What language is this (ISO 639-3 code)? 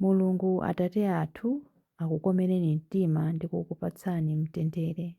nya